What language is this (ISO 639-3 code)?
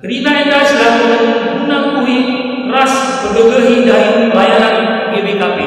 btx